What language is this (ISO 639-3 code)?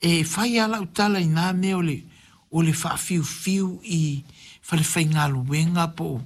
smo